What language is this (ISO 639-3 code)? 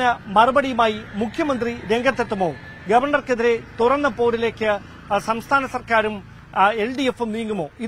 mal